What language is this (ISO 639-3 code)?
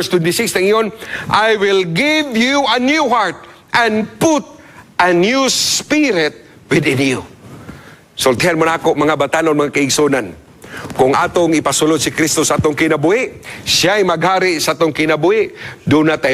ceb